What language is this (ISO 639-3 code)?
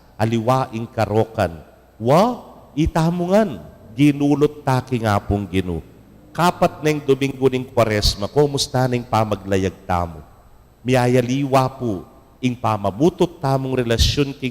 pam